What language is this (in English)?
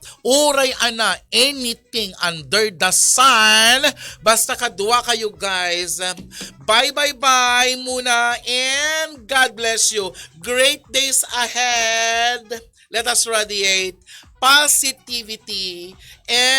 Iloko